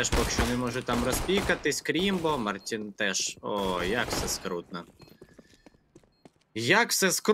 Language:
Ukrainian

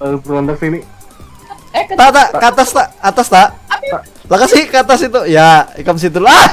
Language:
Banjar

